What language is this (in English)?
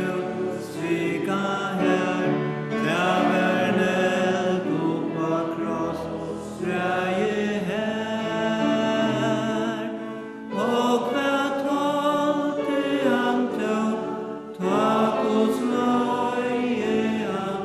Faroese